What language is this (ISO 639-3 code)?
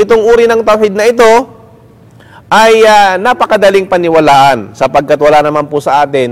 fil